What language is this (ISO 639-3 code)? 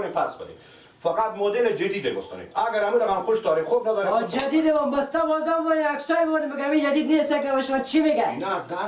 fas